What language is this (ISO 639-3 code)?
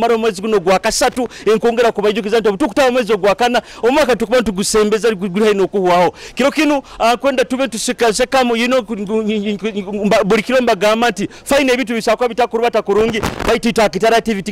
nyo